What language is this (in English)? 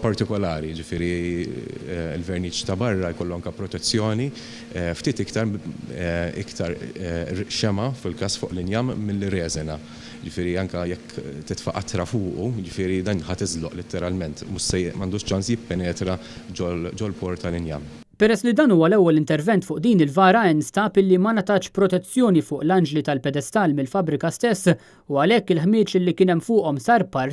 Maltese